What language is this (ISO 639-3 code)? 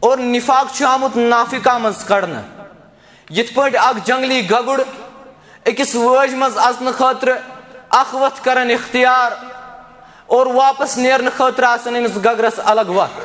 kas